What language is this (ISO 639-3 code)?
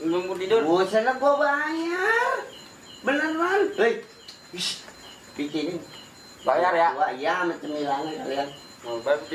bew